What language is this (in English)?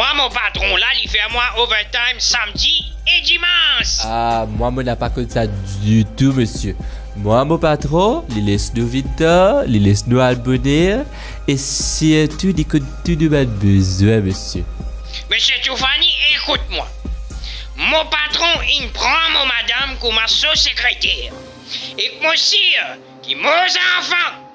Morisyen